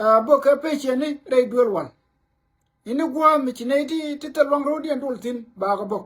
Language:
Nuer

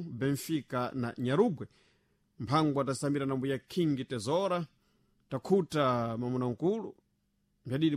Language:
Sena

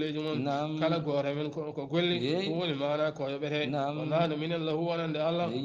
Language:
Fula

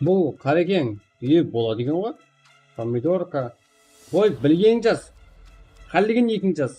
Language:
Kara-Kalpak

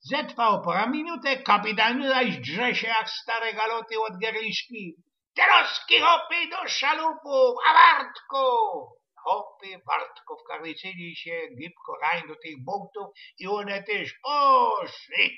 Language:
Silesian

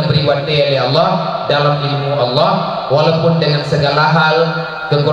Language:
Achinese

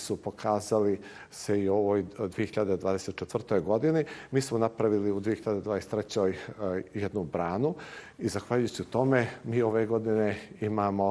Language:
Bosnian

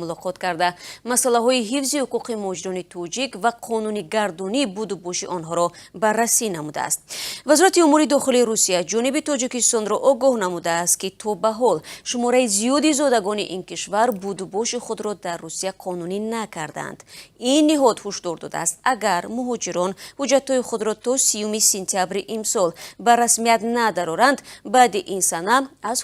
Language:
Tajik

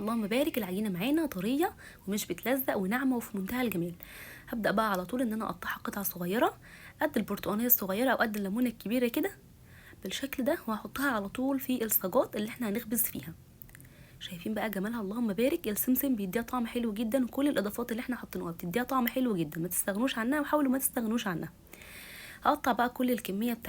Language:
Egyptian Arabic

